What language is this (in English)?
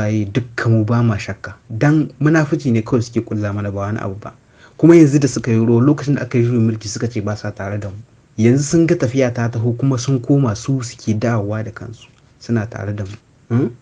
Hausa